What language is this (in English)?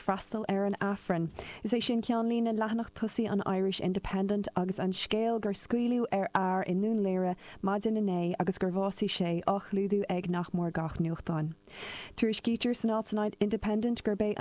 Irish